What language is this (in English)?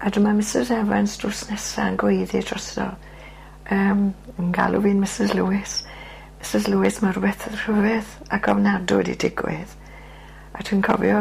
Welsh